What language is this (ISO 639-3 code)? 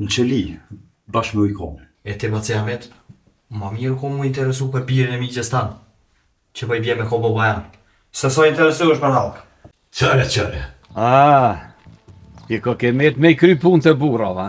sqi